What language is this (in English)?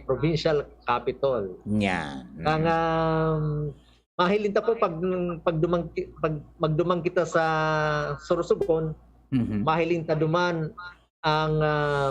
Bikol